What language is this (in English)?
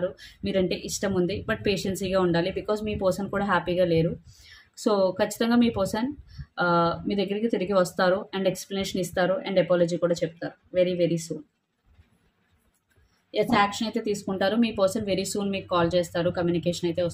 Telugu